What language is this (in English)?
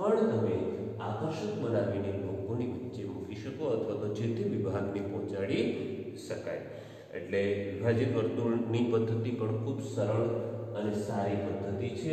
Gujarati